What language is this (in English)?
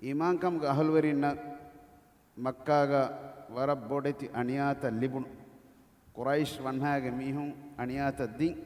Divehi